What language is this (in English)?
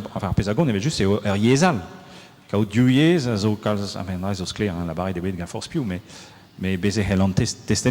Breton